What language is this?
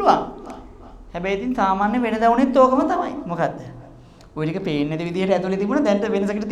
Sinhala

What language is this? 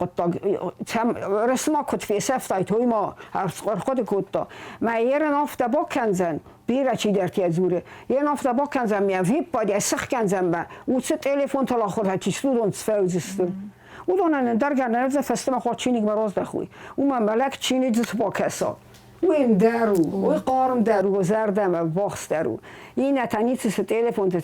Ossetic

